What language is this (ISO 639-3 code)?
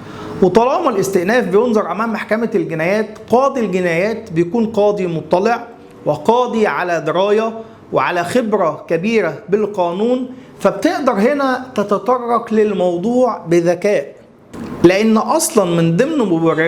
arz